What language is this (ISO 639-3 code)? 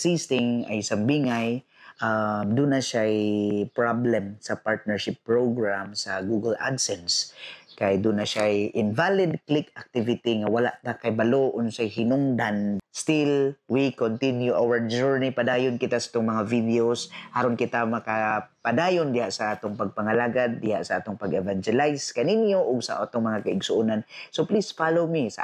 ceb